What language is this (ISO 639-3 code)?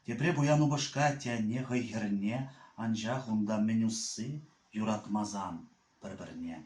chv